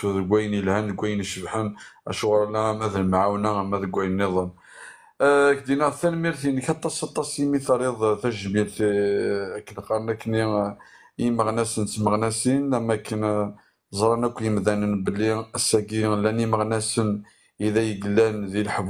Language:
Kabyle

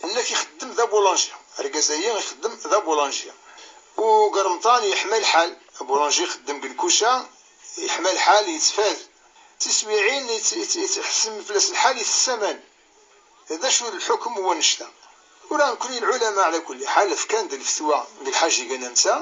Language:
Kabyle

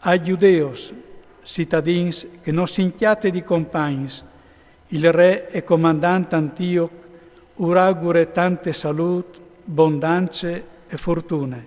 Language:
Friulian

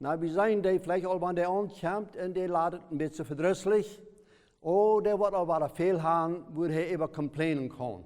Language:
Plautdietsch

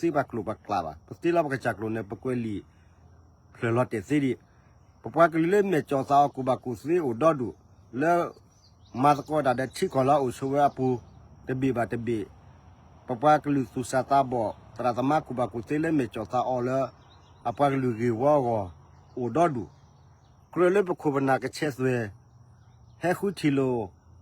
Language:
S'gaw Karen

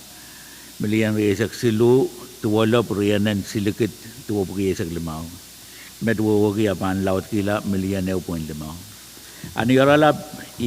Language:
Pohnpeian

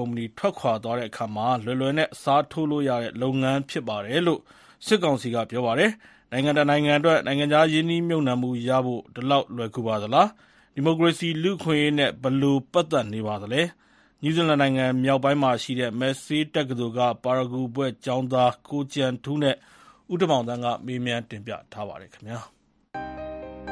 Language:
Burmese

